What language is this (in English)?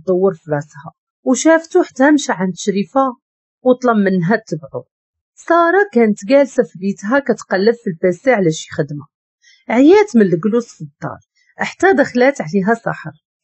Moroccan Arabic